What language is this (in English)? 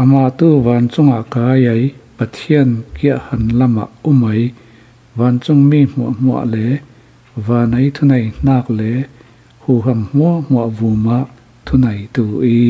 Falam Chin